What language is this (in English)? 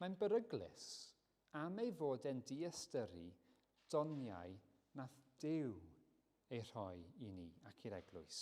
Welsh